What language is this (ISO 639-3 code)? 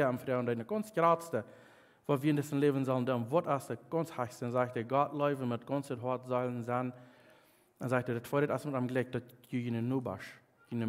pdt